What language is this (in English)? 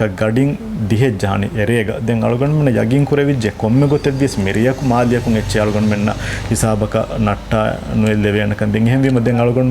Divehi